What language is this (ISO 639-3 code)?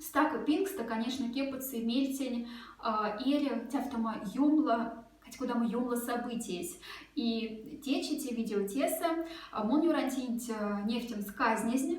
mdf